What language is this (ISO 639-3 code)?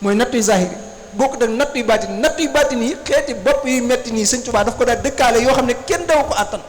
wol